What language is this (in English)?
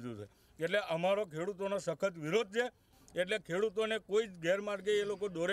Gujarati